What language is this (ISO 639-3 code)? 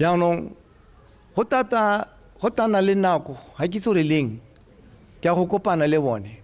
tsn